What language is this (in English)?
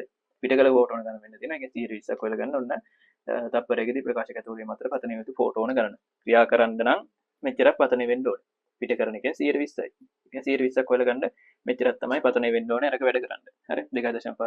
Sinhala